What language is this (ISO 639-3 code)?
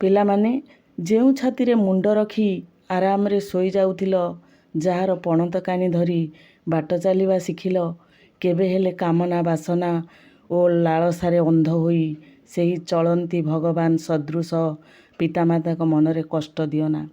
ori